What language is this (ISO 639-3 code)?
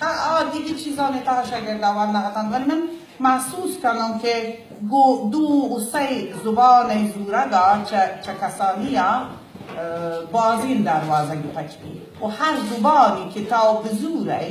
bal